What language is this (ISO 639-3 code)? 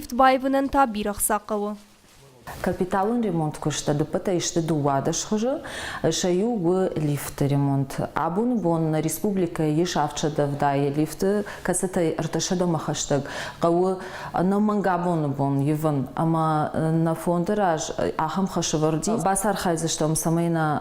oss